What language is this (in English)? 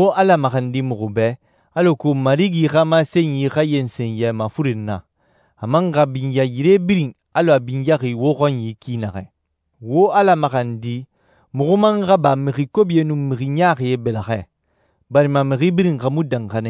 Susu